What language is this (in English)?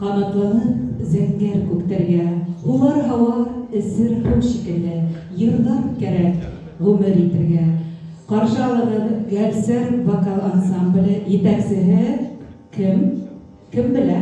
Bashkir